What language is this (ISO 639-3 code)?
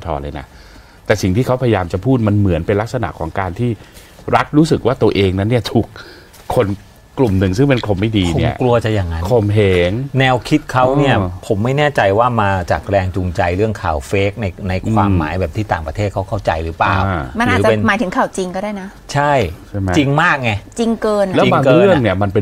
tha